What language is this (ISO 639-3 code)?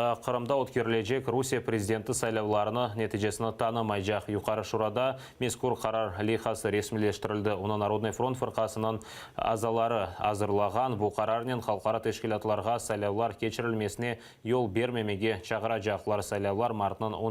crh